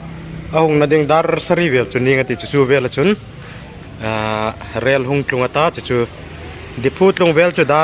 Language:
Hmar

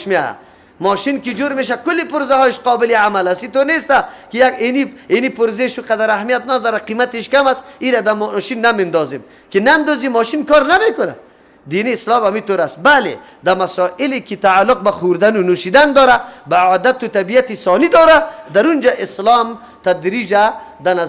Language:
Persian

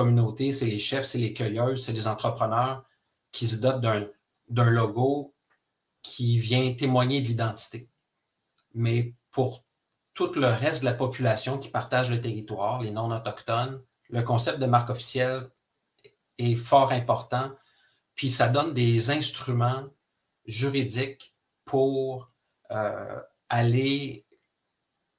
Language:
French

